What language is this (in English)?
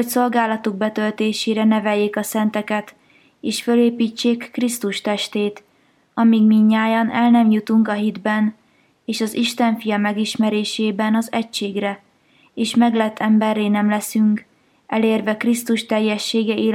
Hungarian